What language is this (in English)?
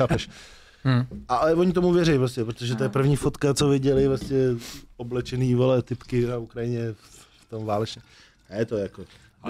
Czech